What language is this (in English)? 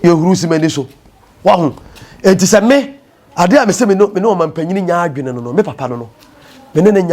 Akan